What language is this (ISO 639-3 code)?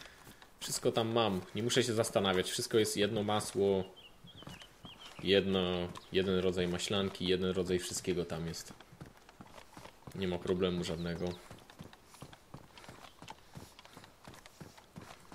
pol